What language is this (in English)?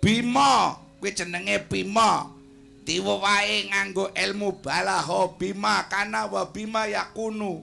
Javanese